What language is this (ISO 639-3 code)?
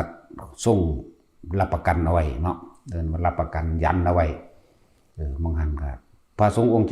tts